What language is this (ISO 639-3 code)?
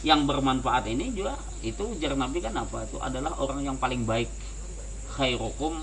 bjn